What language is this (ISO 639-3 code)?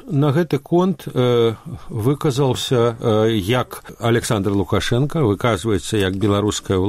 bel